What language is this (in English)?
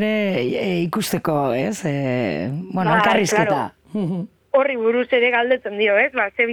Basque